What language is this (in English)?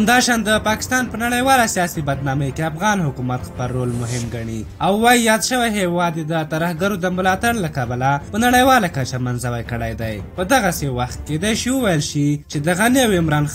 Pashto